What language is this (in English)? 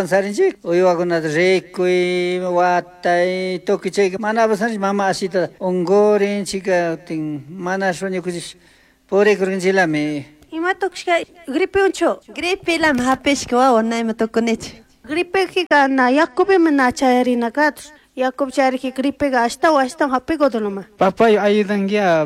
Chimborazo Highland Quichua